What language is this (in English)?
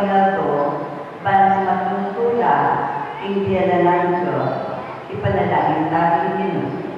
Pampanga